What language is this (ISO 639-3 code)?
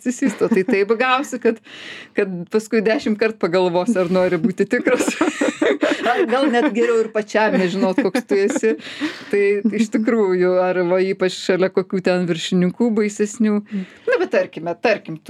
lit